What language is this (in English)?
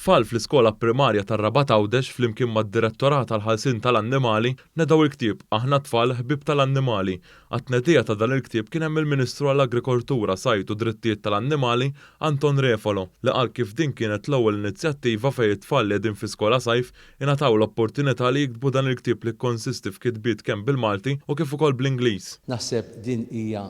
Maltese